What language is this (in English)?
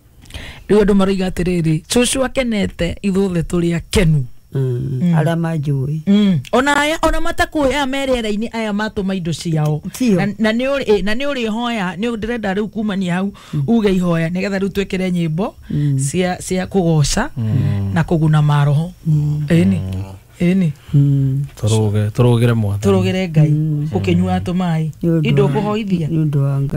Kikuyu